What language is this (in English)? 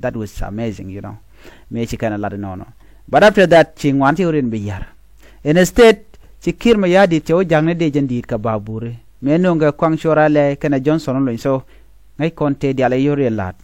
Nuer